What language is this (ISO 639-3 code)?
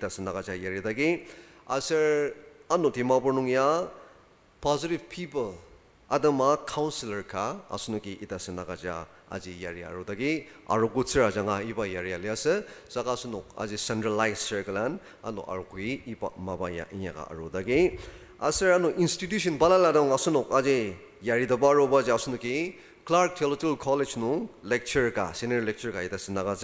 njo